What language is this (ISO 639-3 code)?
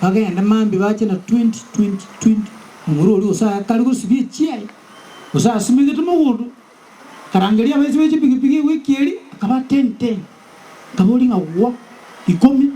guz